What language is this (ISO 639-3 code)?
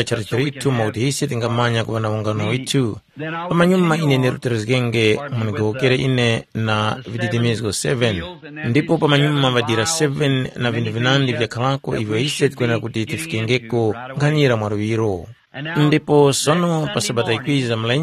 tum